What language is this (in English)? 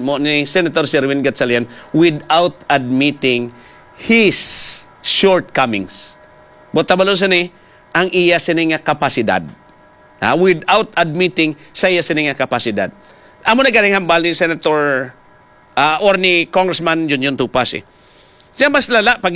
Hiligaynon